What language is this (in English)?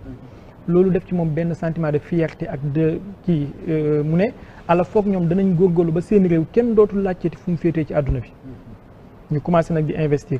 Wolof